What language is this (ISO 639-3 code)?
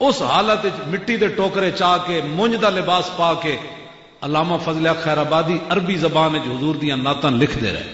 lah